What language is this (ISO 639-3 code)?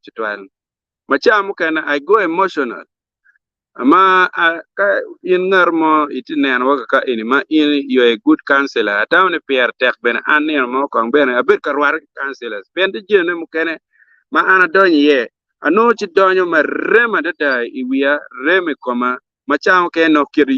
ach